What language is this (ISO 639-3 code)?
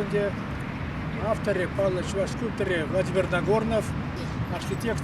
chv